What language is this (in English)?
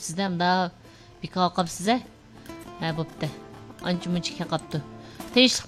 Uyghur